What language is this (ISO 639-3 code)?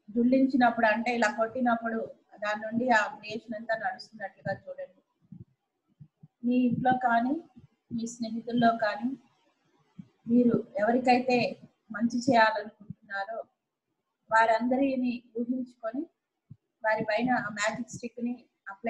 tel